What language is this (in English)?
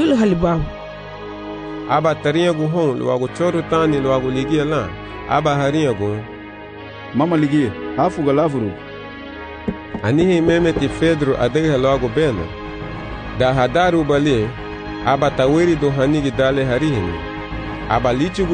Garifuna